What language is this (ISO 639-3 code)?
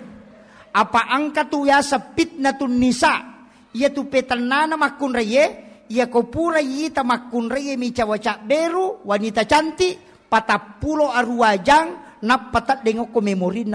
bug